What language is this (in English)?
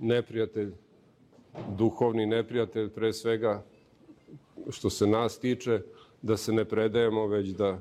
Serbian